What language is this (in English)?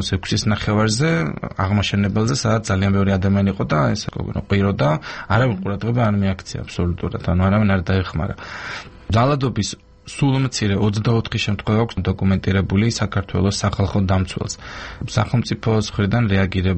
Georgian